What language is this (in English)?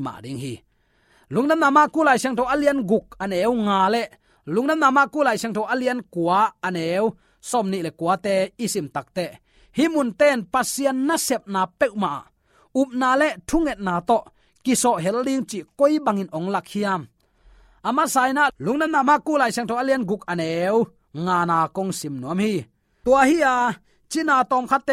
Tedim Chin